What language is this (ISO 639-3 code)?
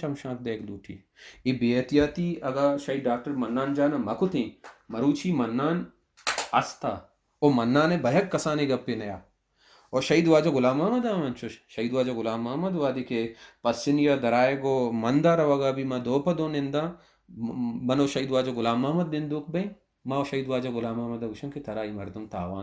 bal